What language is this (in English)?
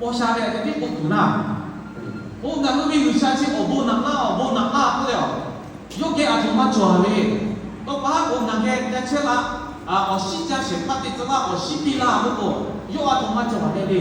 Lahu